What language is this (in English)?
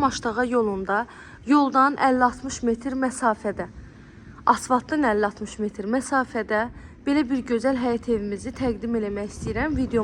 Azerbaijani